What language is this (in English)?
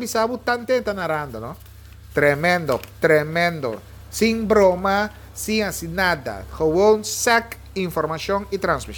Papiamento